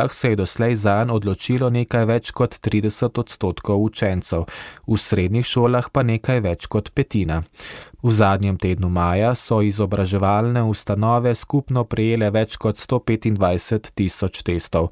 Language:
Slovenian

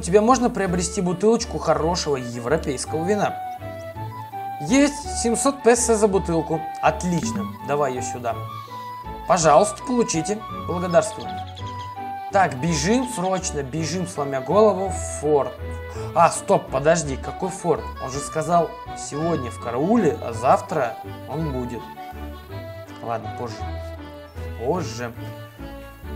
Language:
Russian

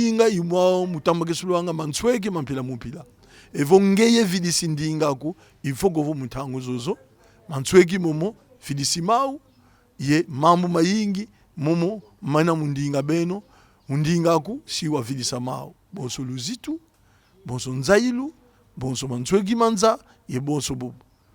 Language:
Kongo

